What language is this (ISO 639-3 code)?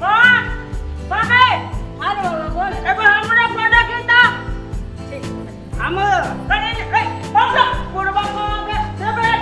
mai